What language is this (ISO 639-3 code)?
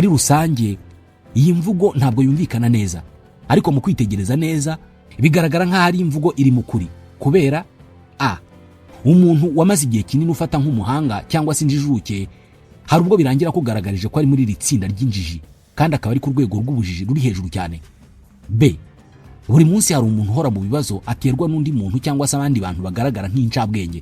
kin